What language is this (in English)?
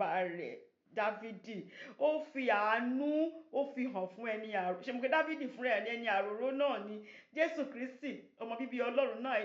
Yoruba